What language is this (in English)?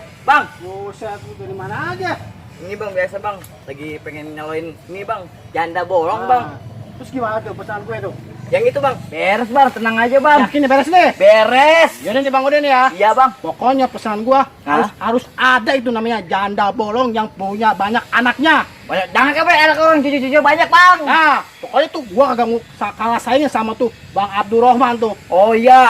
Betawi